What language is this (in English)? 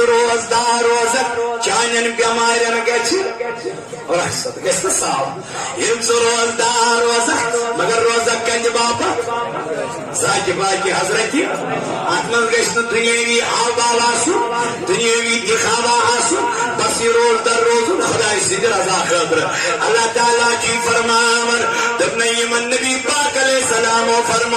Kashmiri